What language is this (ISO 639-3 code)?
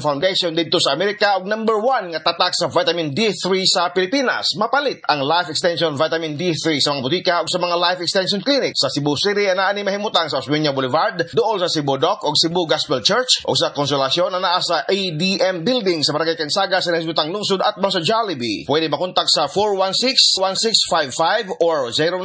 ceb